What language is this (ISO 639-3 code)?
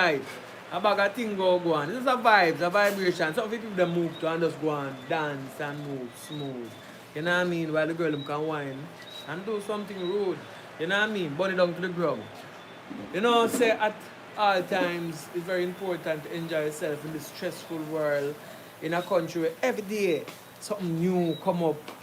jam